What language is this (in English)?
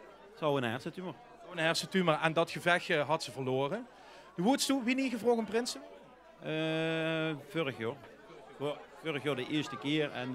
Limburgish